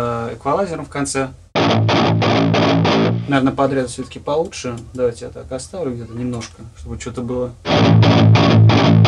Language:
Russian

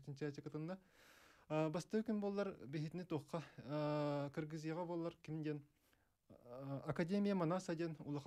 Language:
Yakut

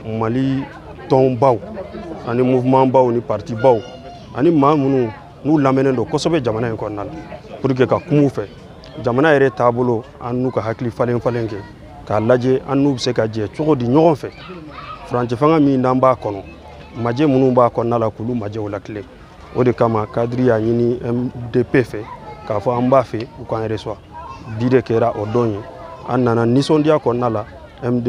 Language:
Bambara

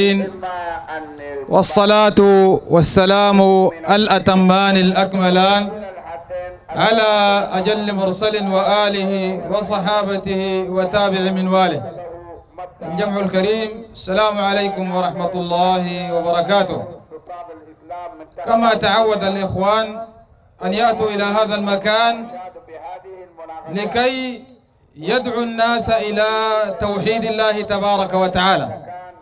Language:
Sudanese Arabic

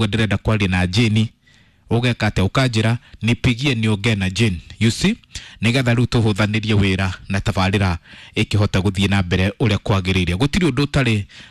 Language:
Kikuyu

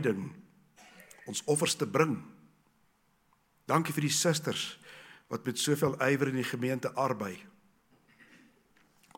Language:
Afrikaans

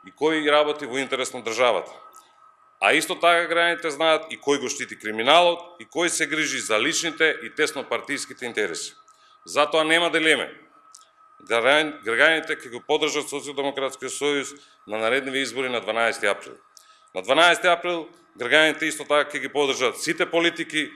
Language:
Macedonian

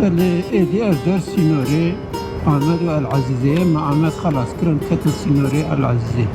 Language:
Kurdish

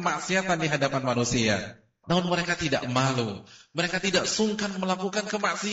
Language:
Indonesian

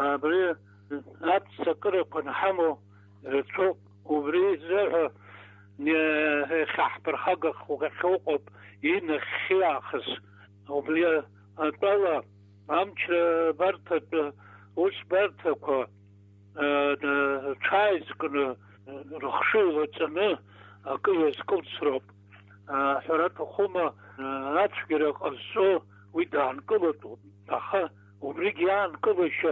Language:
Abkhazian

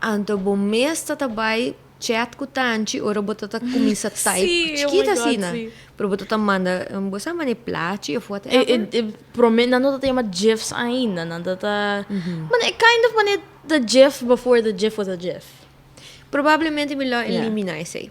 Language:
Papiamento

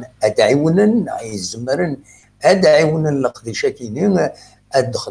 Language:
Kabyle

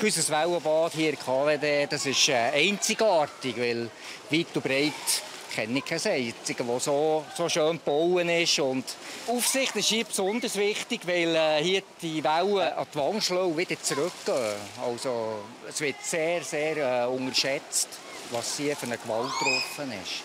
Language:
Swiss German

